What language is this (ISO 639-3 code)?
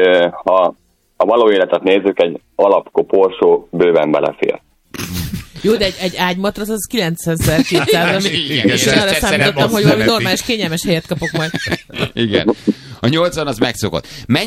hun